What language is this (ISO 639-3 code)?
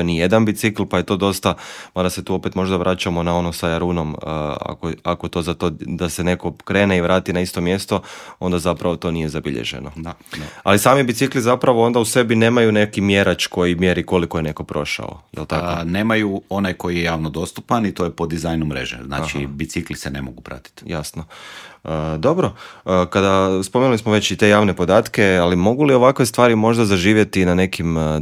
hrv